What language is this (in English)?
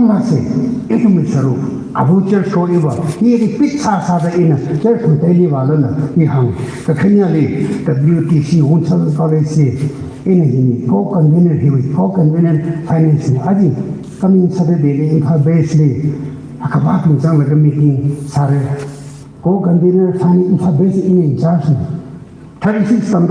Tangkhul Naga (India)